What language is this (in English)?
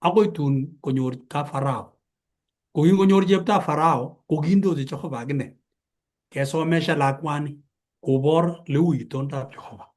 Kalenjin